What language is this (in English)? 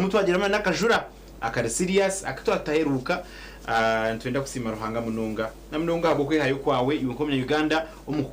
Nyankole